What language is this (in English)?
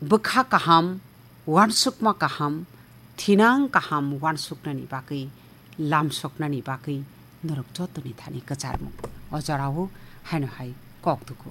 Kok Borok